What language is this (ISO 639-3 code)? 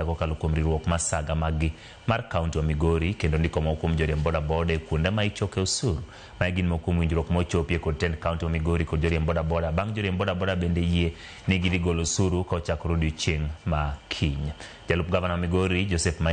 luo